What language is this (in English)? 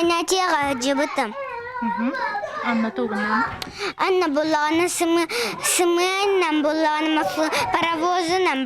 Yakut